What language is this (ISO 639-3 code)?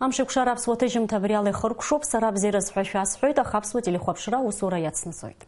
abk